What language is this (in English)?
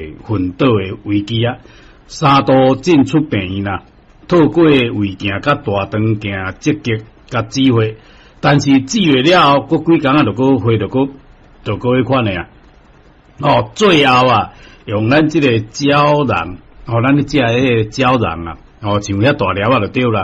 Min Nan Chinese